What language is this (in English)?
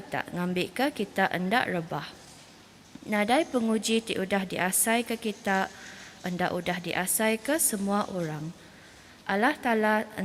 Iban